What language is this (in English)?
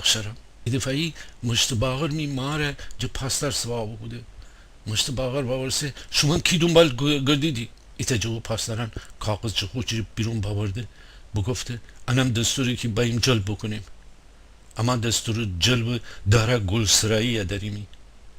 Gilaki